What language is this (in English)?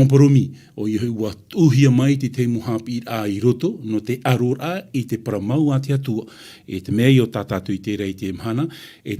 Tahitian